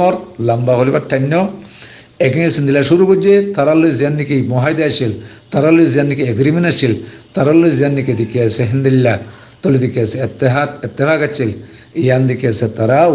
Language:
Rohingya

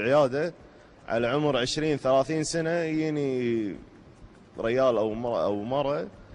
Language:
Gulf Arabic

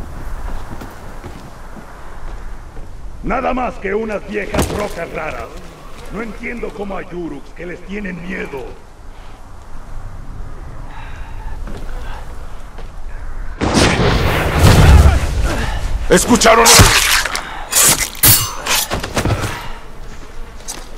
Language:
Spanish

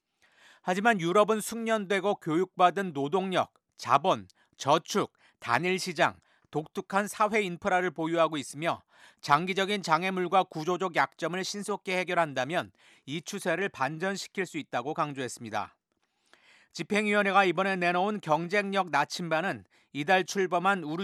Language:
Korean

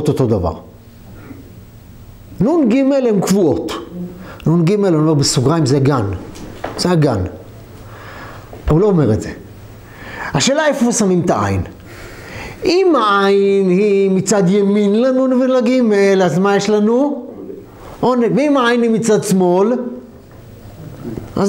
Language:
Hebrew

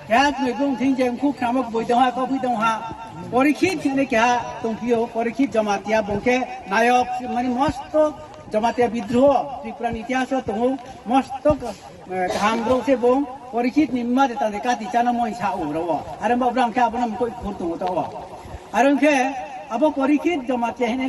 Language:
Riang (India)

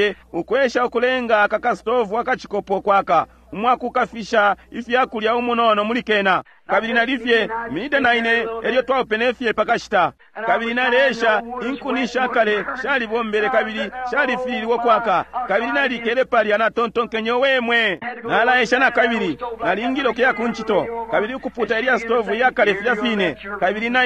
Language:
Bemba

